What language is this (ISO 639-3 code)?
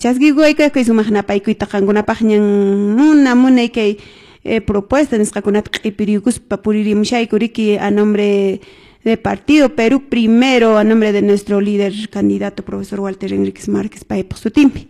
que